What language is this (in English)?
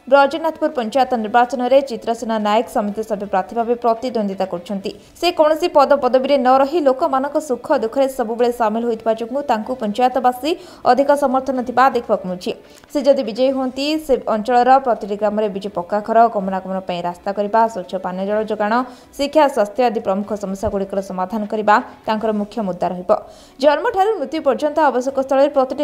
Odia